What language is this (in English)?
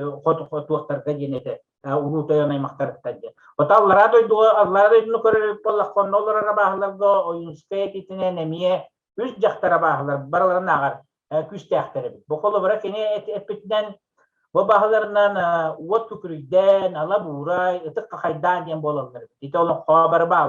Yakut